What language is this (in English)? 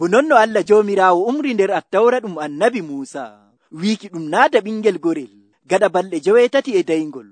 Nigerian Fulfulde